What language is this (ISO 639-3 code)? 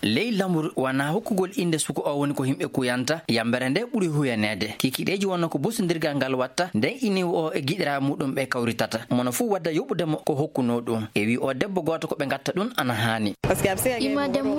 ffm